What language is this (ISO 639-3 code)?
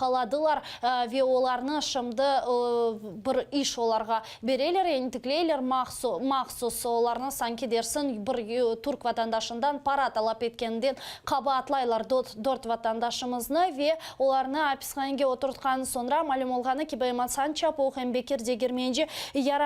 crh